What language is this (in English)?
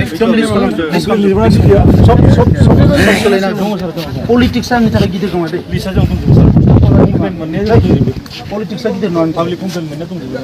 Bodo